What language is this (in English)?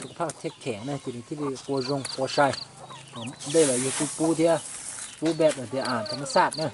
Hmong